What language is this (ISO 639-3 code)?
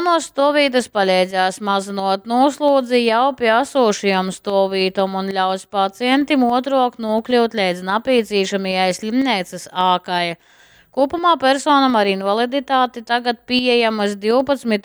ltg